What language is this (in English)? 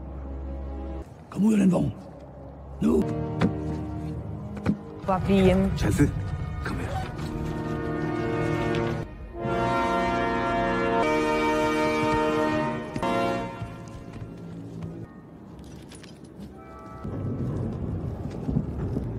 Danish